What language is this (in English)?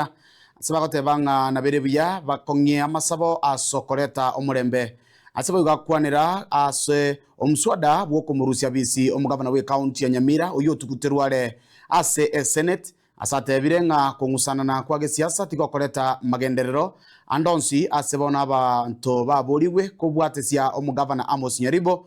Gusii